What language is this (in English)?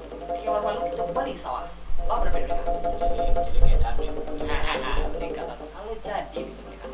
Minangkabau